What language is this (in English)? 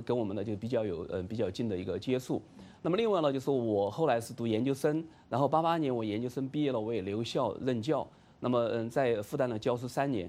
Chinese